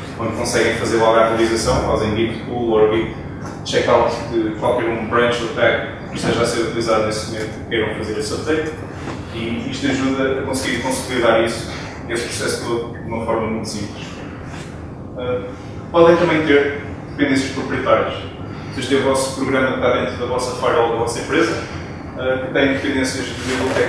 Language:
Portuguese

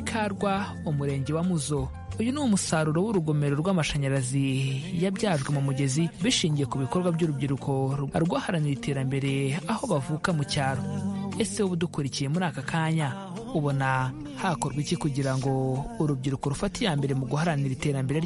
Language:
Kinyarwanda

